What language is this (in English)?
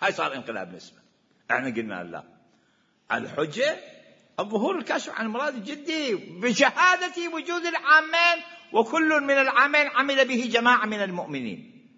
Mesopotamian Arabic